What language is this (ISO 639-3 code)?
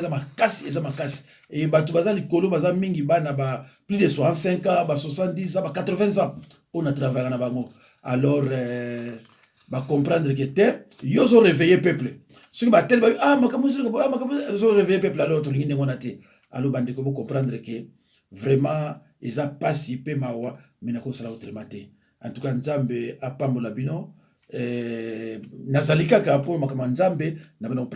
lin